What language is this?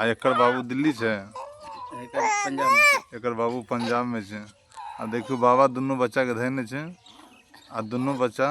Maithili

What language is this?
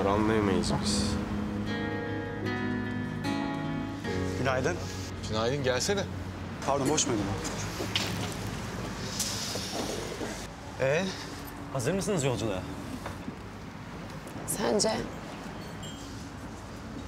Turkish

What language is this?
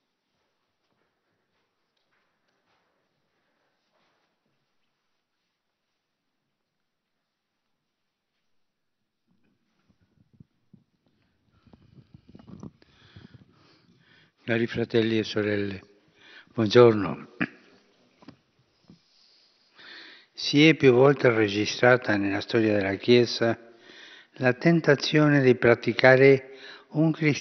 Italian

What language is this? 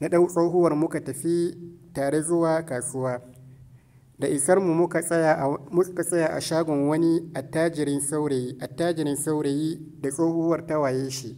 Hausa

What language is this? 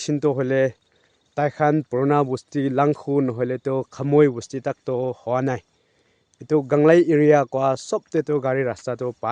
Naga Pidgin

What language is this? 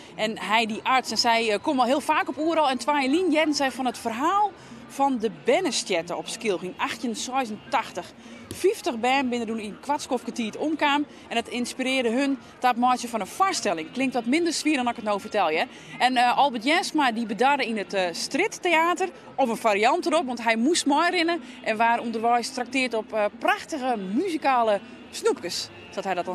Western Frisian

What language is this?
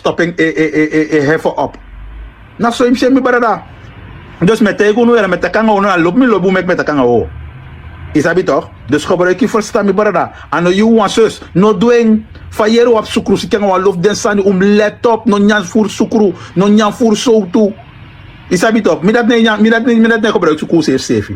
Sranan Tongo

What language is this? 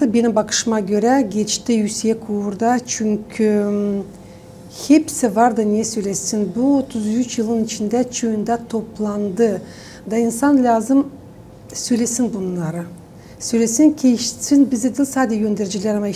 Gagauz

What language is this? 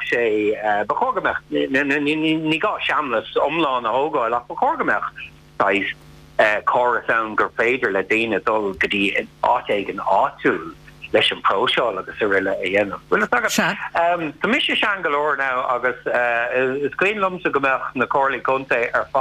Irish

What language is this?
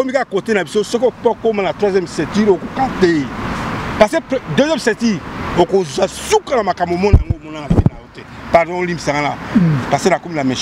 Lingala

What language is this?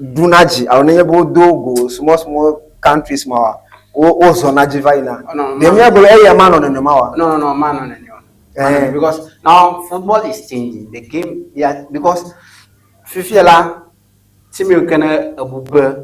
Ewe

